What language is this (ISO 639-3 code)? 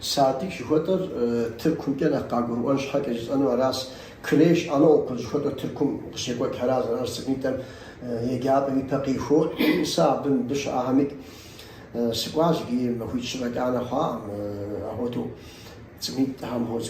kbd